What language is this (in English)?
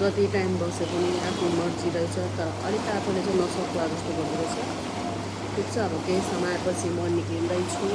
Nepali